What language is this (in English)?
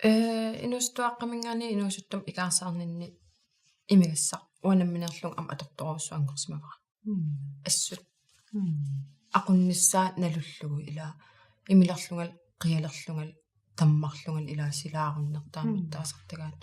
Kalaallisut